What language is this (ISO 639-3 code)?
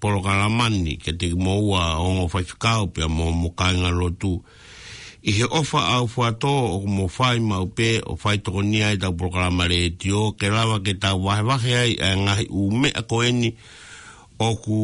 ton